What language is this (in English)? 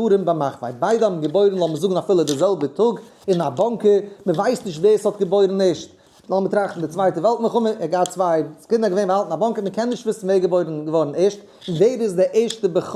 Yiddish